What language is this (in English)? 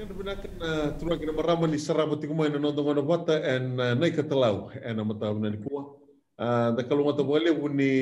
Fijian